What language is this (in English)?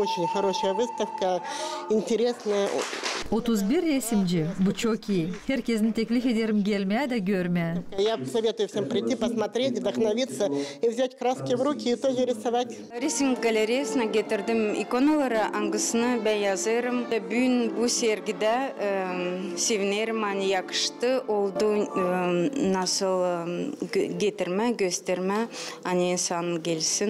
Gagauz